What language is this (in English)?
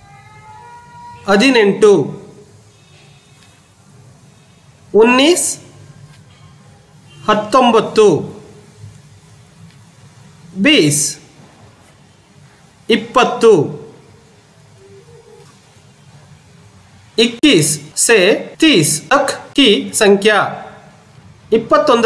Kannada